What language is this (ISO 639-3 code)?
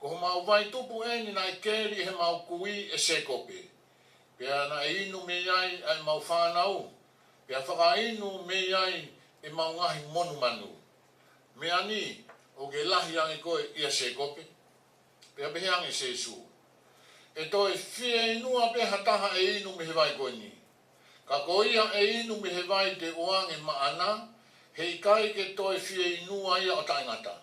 ton